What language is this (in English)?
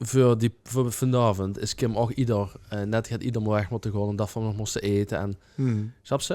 Limburgish